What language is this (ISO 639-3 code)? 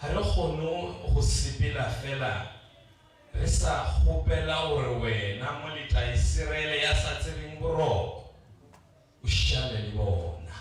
nso